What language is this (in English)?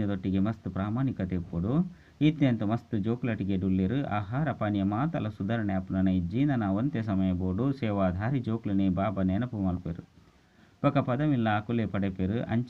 Tulu